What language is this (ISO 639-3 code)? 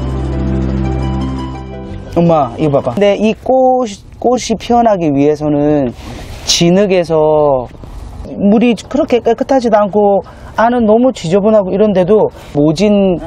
kor